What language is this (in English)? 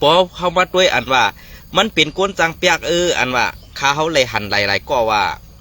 Shan